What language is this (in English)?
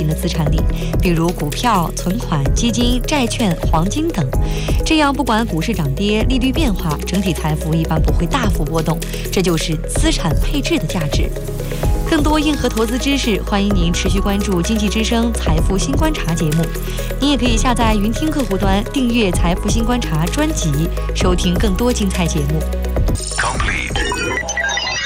Chinese